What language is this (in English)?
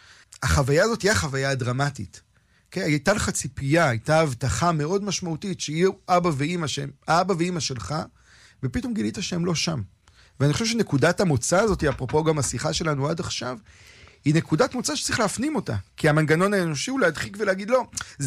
Hebrew